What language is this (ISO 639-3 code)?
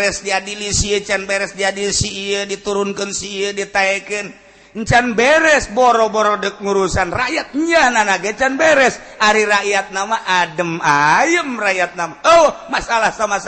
sun